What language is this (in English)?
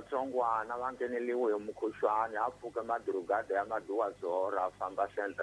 Tsonga